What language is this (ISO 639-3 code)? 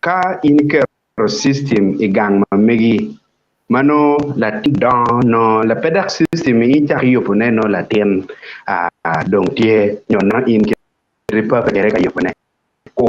ach